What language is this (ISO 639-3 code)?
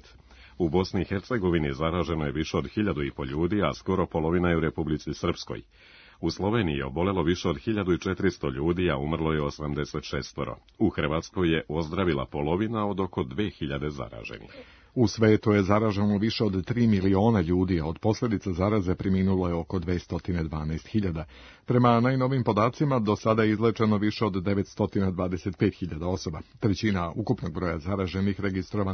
srp